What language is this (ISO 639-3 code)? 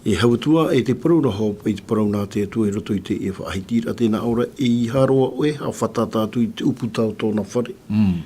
tah